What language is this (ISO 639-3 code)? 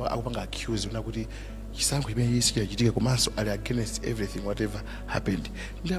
nya